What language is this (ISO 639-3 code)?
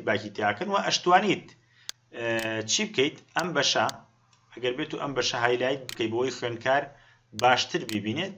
ckb